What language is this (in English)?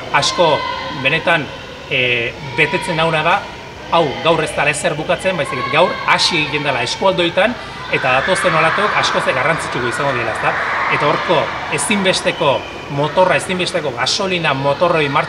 Basque